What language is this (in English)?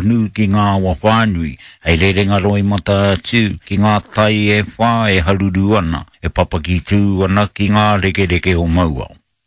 Māori